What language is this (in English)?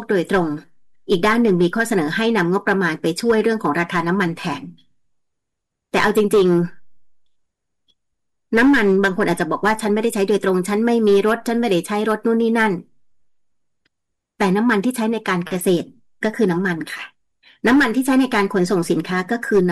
Thai